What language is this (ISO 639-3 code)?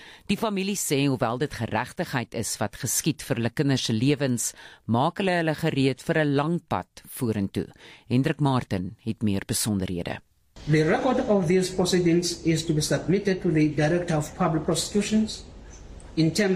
afr